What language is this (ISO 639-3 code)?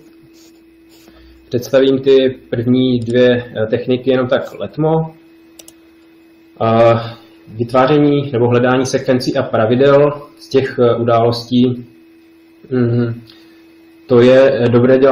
ces